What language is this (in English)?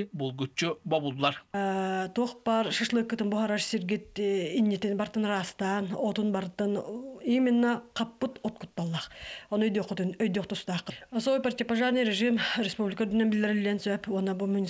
Yakut